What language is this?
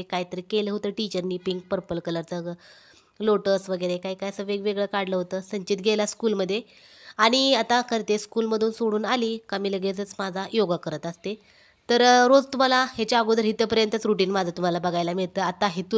Marathi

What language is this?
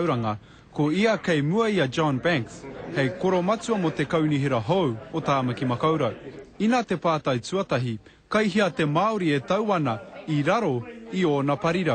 Māori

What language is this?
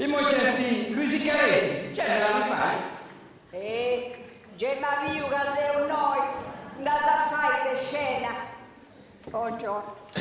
Sardinian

